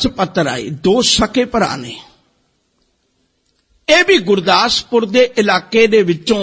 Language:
Punjabi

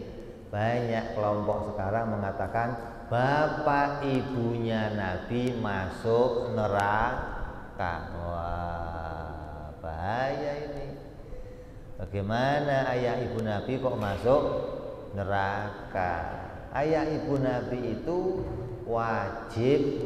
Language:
Indonesian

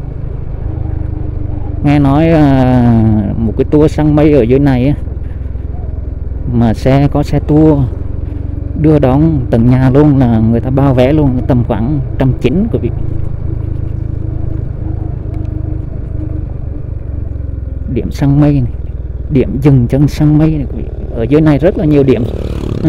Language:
Vietnamese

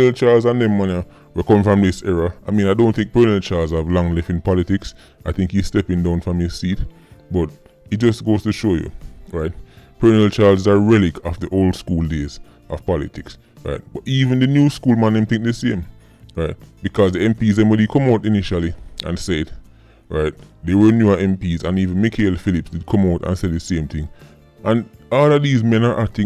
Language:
Jamaican Creole English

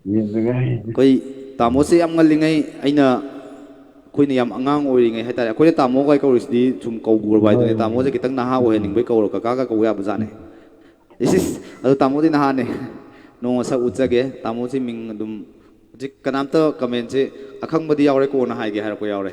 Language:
Manipuri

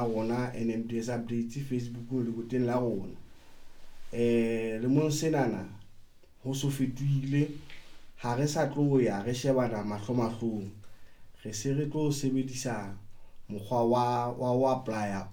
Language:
Southern Sotho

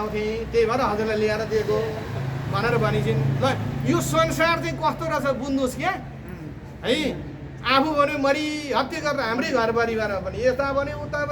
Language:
Nepali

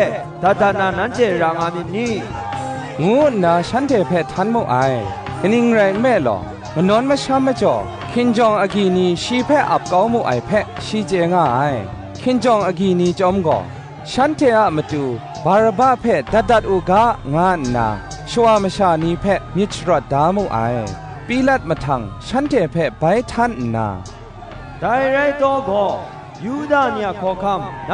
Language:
Kachin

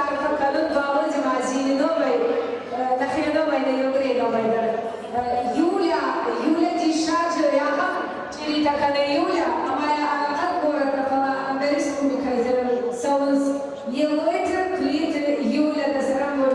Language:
Ossetic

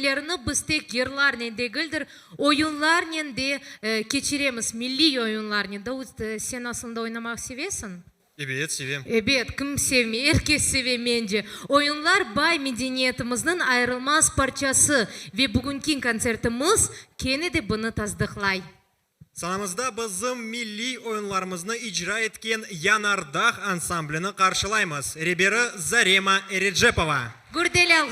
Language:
Crimean Tatar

